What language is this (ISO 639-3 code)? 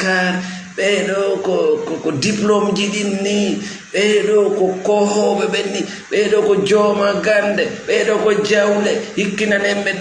ful